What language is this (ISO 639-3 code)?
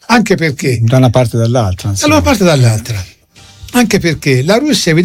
ita